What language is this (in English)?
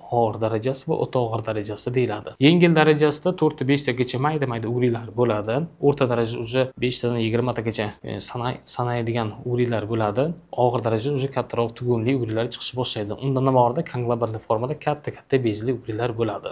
Uzbek